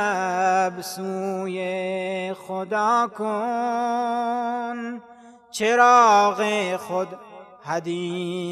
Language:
Persian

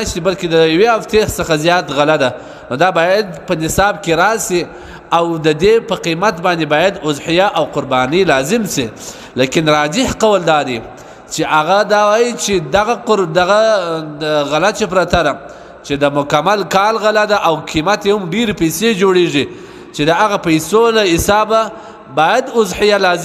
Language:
Pashto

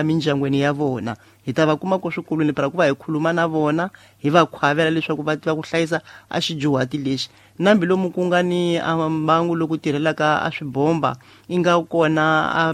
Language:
Tsonga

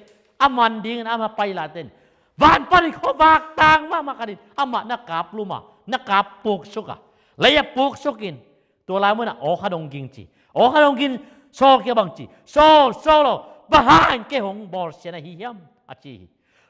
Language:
Tedim Chin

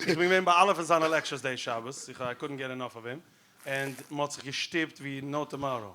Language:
Yiddish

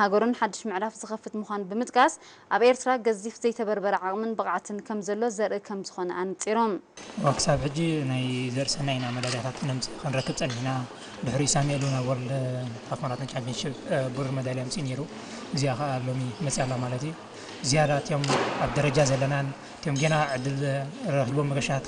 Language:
Tigrinya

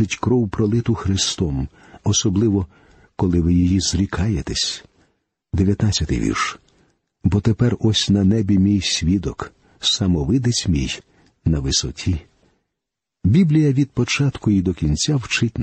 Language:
Ukrainian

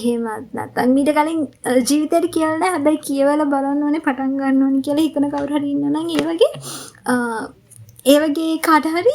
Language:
Sinhala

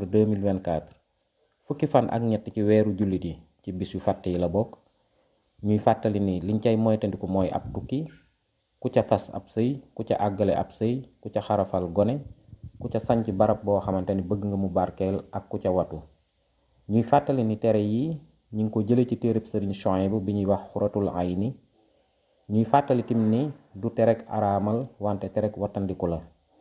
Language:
Wolof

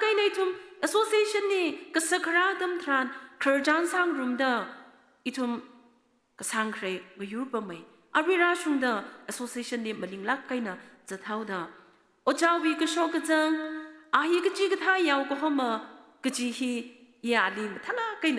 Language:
Tangkhul Naga (India)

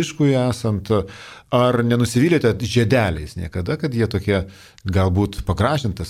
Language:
Lithuanian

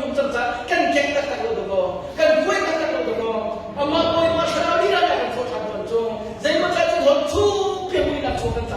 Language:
Hakha Chin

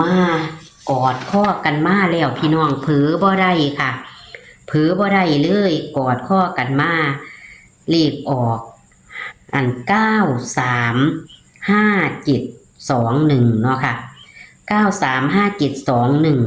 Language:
Northeastern Thai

